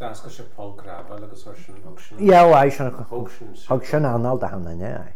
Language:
Irish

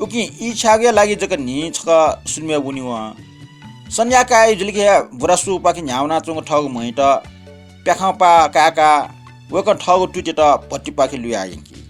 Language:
Newari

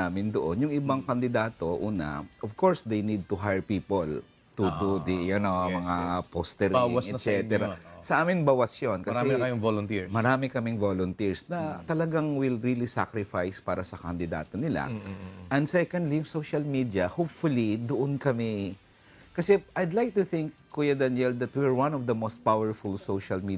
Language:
Filipino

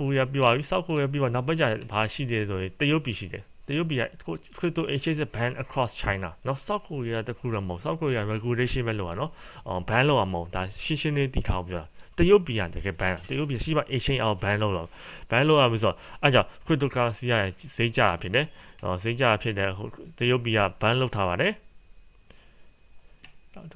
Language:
Burmese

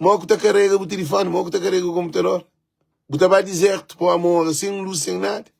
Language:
Kabuverdianu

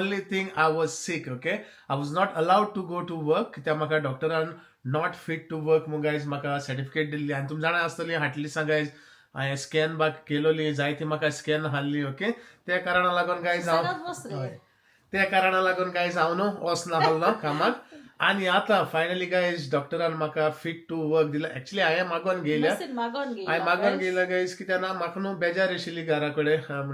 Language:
Konkani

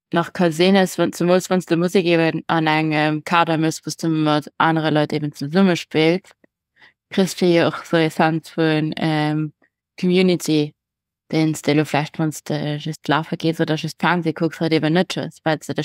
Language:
Luxembourgish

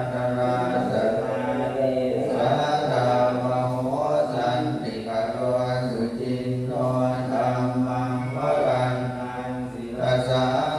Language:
Pali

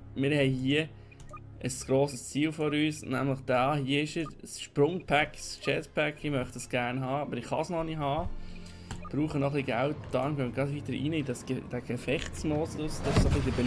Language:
Swiss German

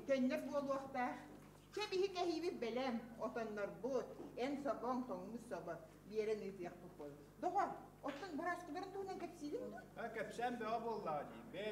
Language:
Yakut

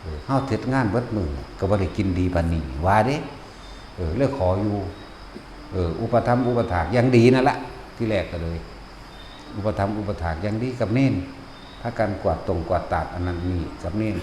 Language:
Northeastern Thai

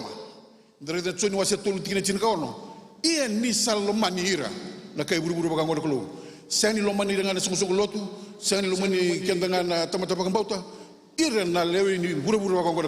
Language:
Fijian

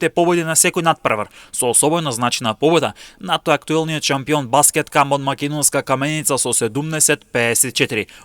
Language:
Macedonian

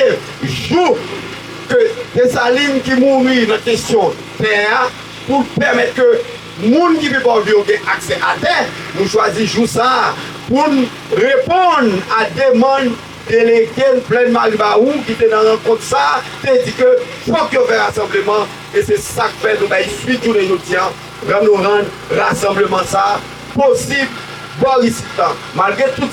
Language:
Haitian Creole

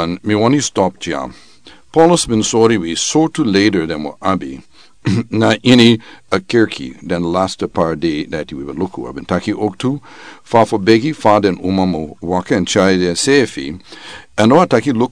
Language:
Sranan Tongo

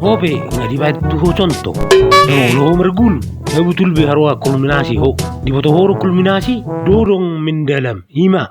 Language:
Batak Toba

